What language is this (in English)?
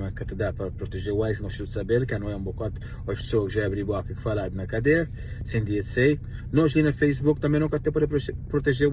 Kabuverdianu